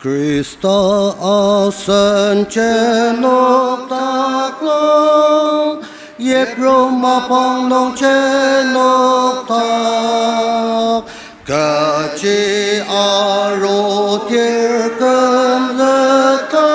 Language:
Ao Naga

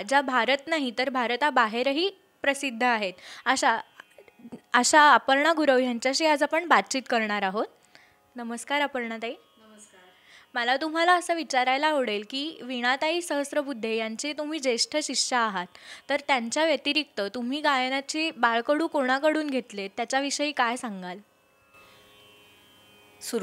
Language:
Marathi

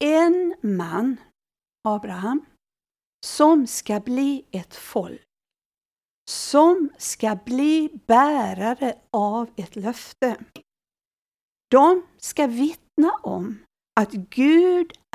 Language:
Swedish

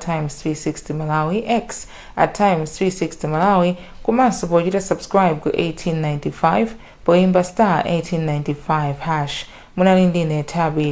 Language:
Nyanja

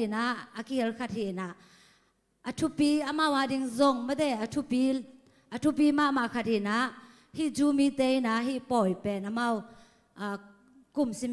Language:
Tedim Chin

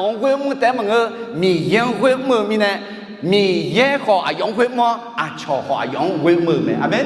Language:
Akha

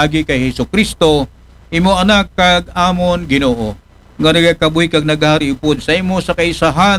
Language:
Aklanon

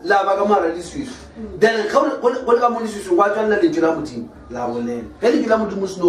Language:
Northern Sotho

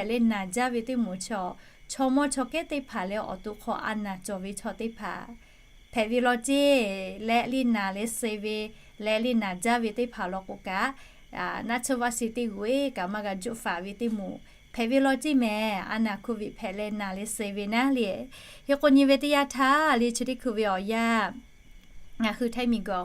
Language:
Lahu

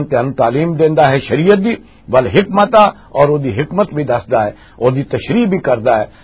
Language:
Western Panjabi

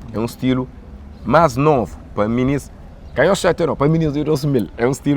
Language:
Kabuverdianu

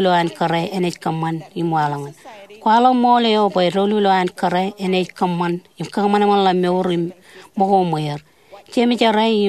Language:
Marshallese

